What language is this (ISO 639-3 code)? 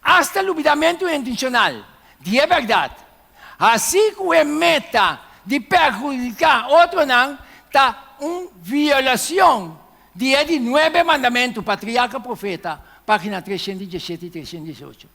pap